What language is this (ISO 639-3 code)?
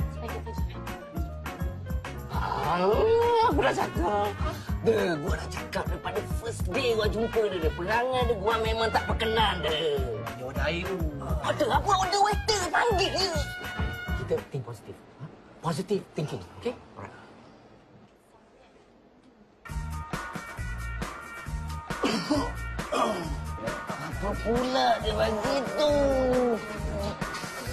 msa